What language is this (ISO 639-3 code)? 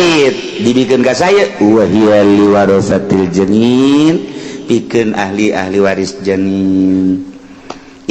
sun